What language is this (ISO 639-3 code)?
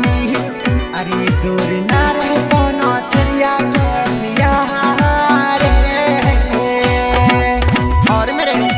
bho